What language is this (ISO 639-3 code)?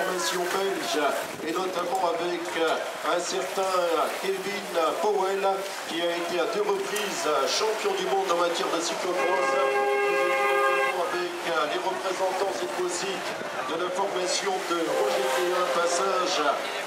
fra